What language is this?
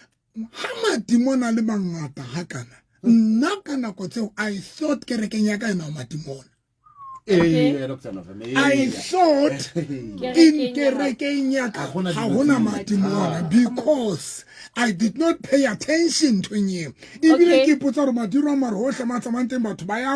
Southern Sotho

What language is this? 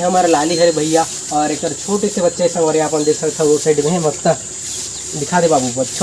Chhattisgarhi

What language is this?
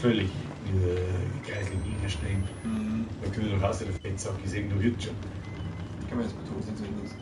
Bavarian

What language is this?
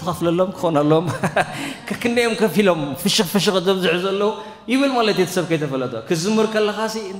Tigrinya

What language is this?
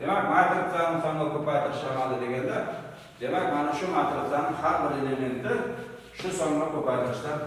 Uzbek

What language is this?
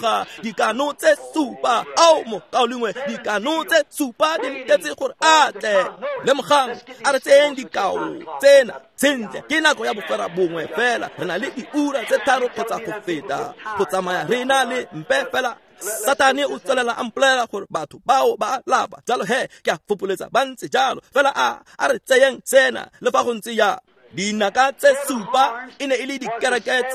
Tswana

